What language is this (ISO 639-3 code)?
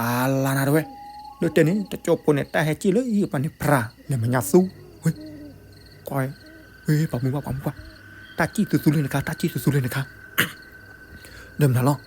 ksw